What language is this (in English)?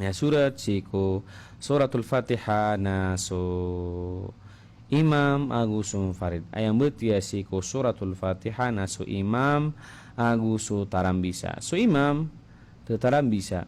Maranao